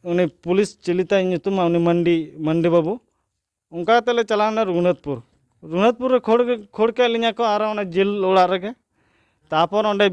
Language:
Santali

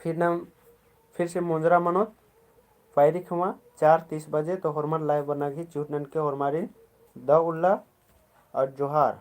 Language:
Kurukh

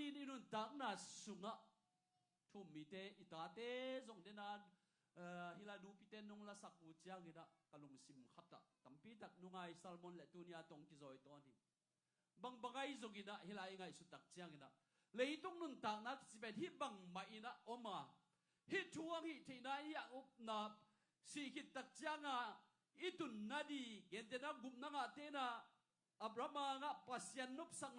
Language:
Tedim Chin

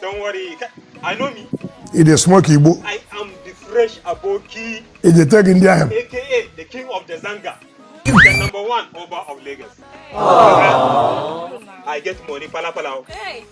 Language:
Nigerian Pidgin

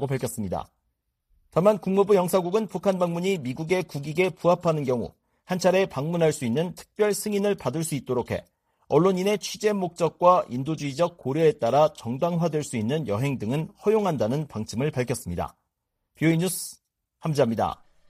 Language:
Korean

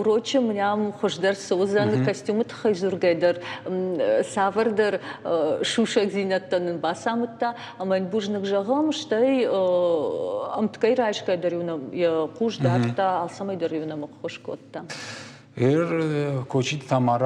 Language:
Ossetic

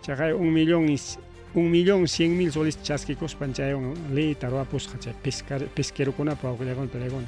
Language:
Ayacucho Quechua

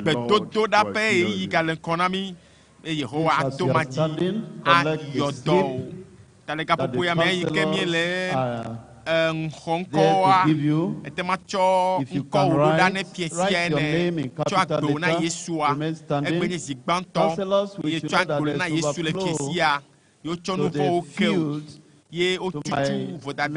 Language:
Ewe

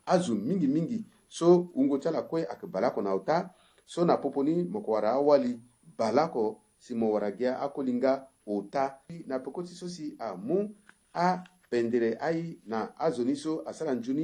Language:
Sango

